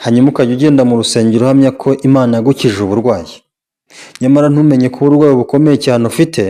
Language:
Kinyarwanda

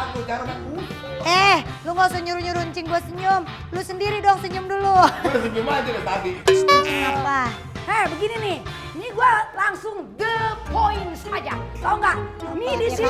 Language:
Betawi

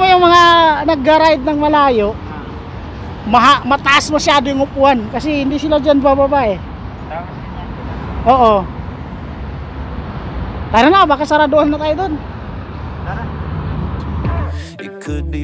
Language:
Filipino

